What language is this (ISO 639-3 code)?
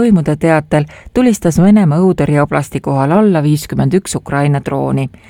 est